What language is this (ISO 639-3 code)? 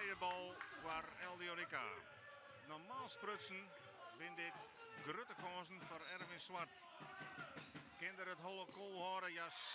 fry